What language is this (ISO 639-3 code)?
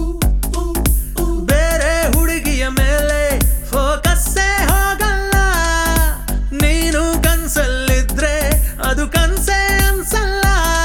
kan